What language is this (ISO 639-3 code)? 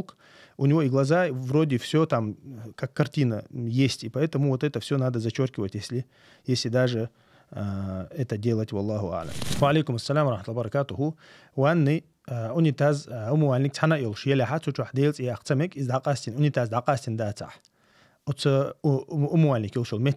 che